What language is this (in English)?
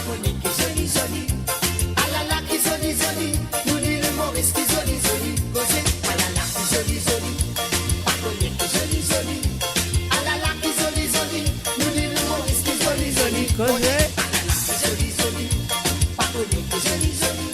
Morisyen